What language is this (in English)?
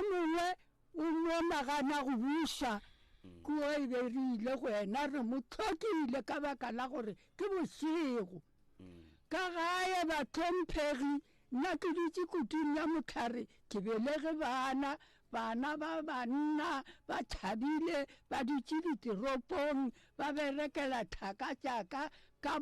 Northern Sotho